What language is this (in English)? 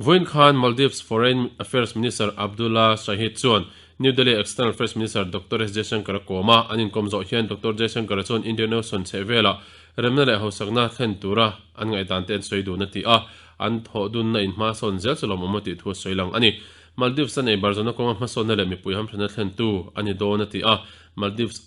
Mizo